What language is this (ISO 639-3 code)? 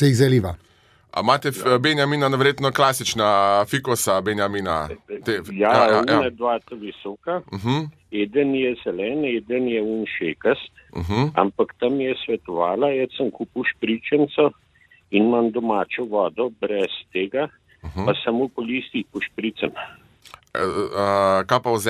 slv